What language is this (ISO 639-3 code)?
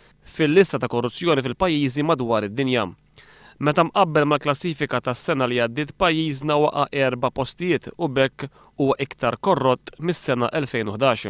mlt